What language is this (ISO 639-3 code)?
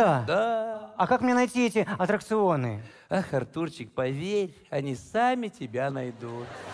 rus